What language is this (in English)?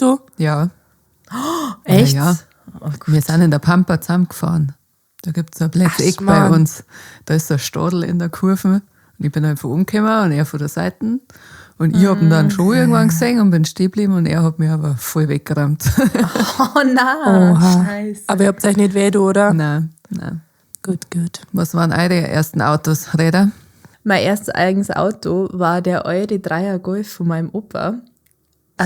Bavarian